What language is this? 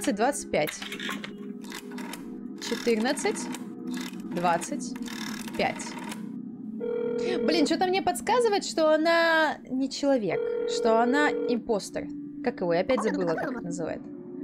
Russian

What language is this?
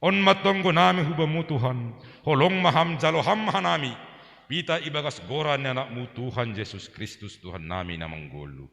Batak Simalungun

